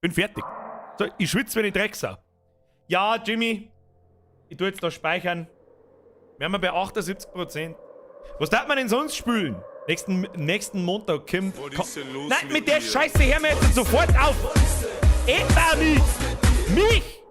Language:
Bavarian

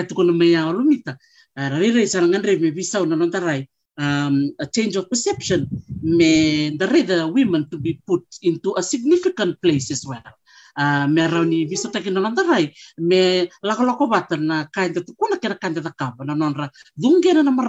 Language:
Fijian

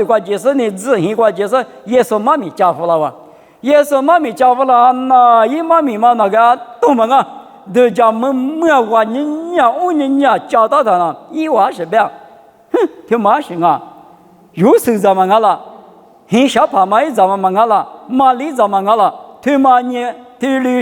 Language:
Lisu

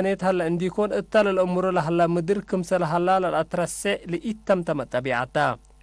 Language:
Tigre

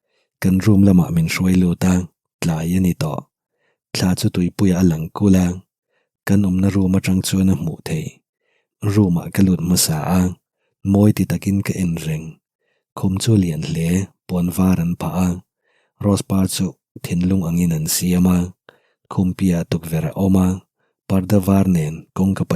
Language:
Mizo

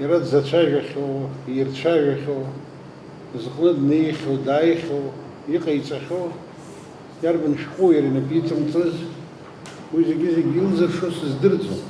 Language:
Abkhazian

